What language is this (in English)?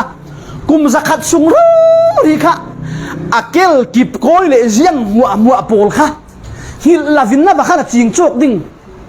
Falam Chin